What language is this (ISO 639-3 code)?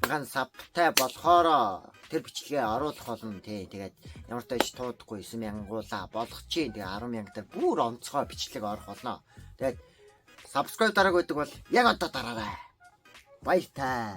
mon